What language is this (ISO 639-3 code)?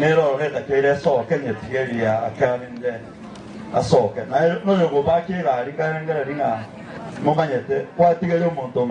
guz